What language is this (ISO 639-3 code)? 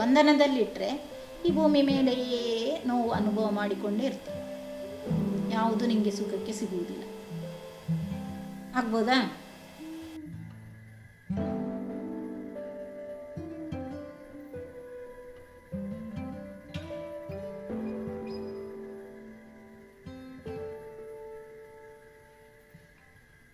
kan